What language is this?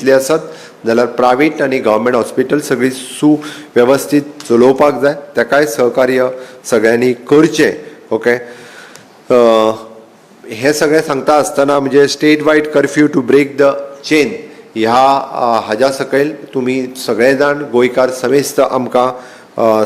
Konkani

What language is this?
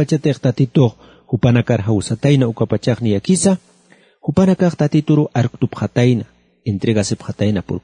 Aymara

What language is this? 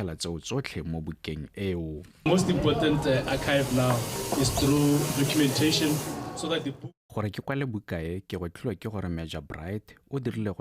Tswana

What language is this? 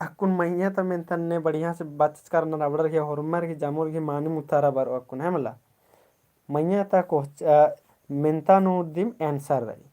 Kurukh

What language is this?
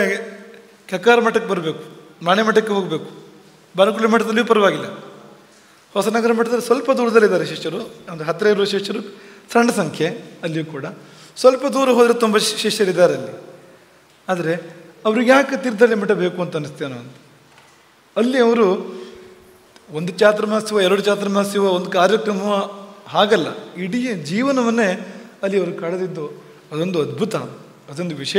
Kannada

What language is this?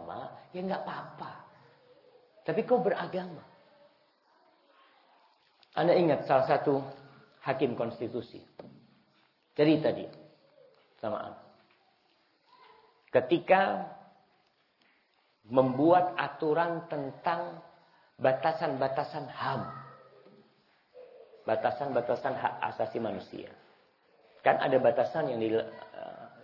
Indonesian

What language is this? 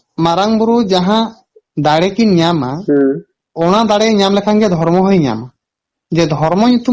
Santali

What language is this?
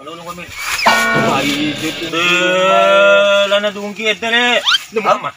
Bima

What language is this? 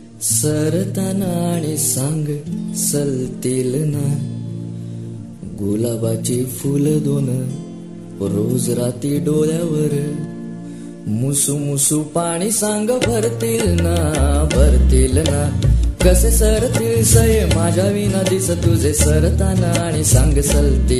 Marathi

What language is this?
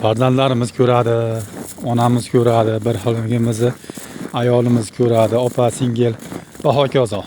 Uzbek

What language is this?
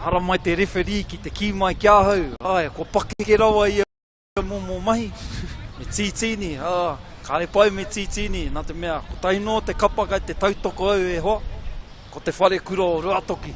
Māori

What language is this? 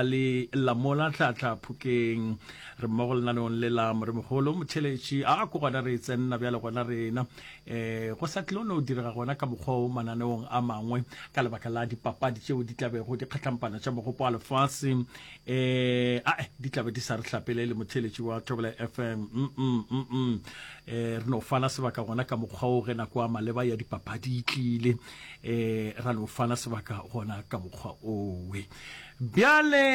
Northern Sotho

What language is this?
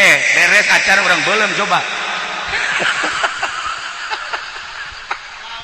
Sundanese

